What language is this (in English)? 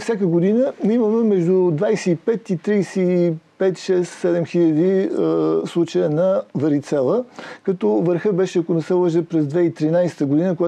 Bulgarian